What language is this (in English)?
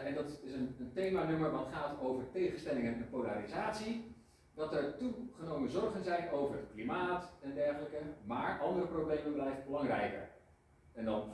Dutch